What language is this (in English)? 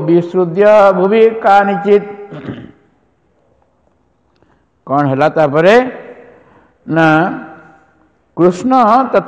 Odia